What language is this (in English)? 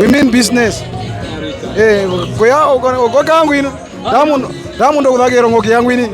Herero